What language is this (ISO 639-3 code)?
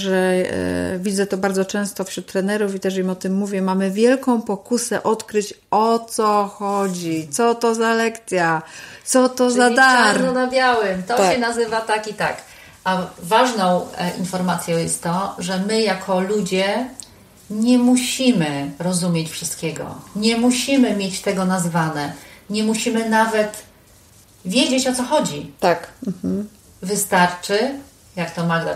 pol